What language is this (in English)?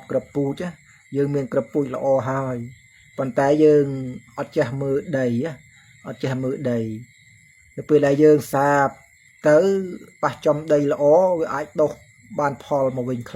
Khmer